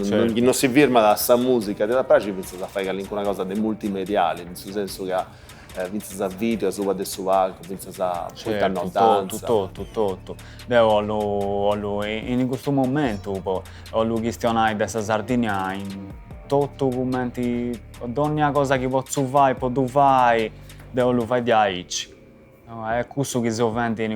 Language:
Sardinian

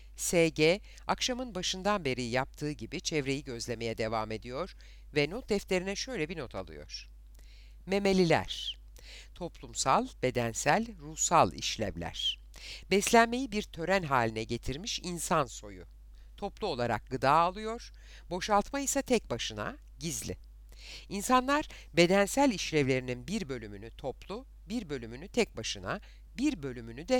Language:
Turkish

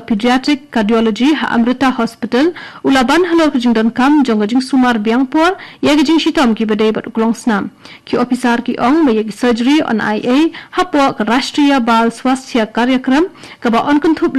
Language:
Khasi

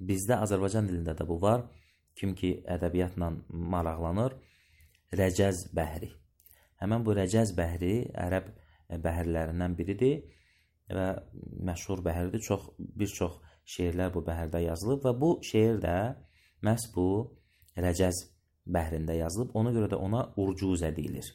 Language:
Azerbaijani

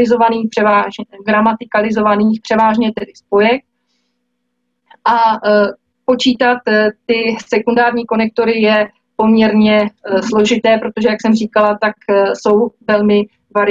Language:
Czech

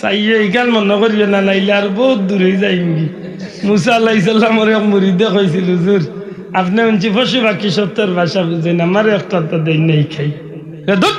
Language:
Sylheti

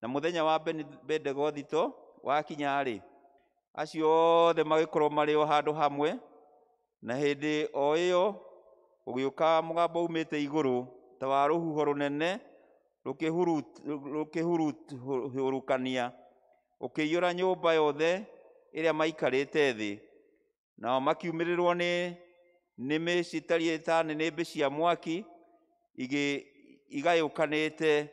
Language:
Kikuyu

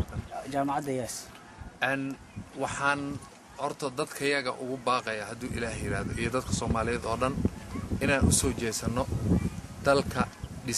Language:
Somali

